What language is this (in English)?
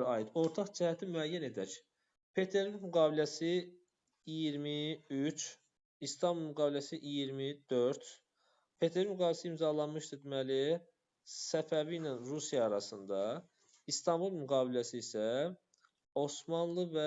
Azerbaijani